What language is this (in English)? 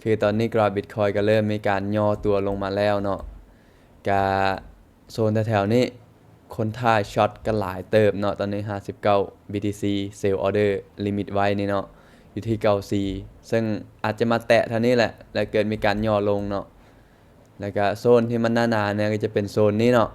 Lao